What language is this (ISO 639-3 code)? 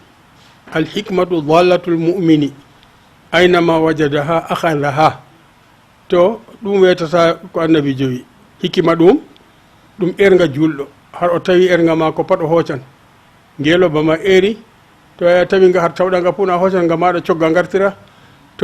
ful